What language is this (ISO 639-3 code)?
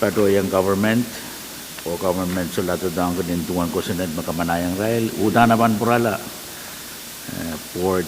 pon